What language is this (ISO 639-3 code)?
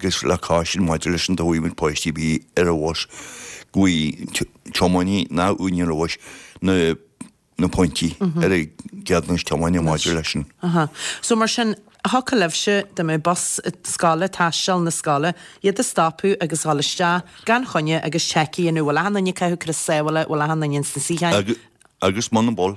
gle